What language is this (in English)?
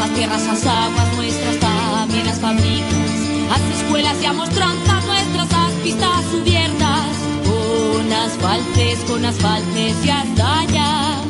Aragonese